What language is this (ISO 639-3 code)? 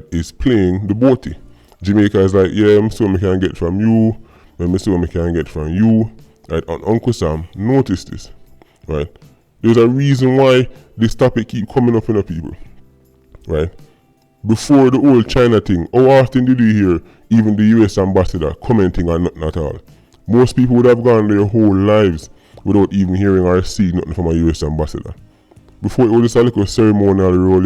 jam